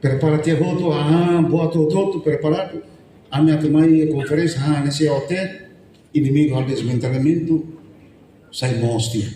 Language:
Tetum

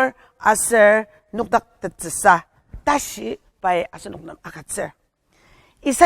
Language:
Ao Naga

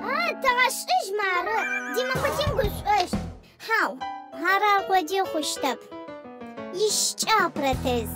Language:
Adyghe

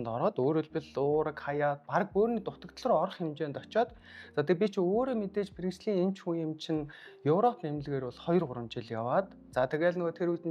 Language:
Mongolian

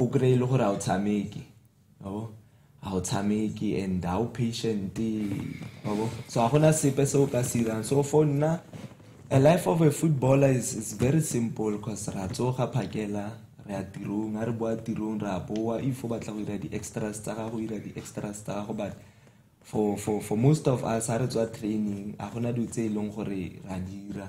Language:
Tswana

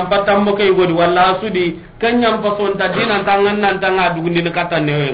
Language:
Soninke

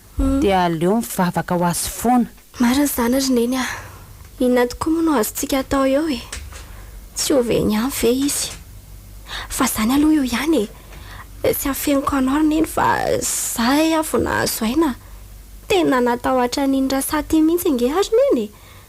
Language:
Malagasy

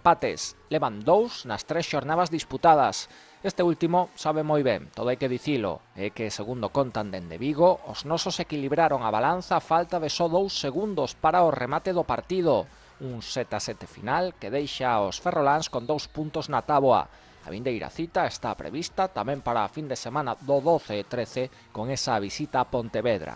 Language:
Galician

